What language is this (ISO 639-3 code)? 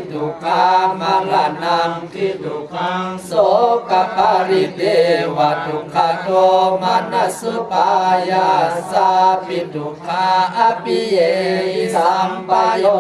pli